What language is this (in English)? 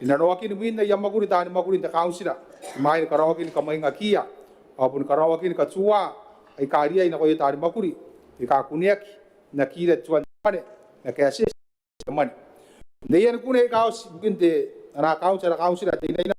Gilbertese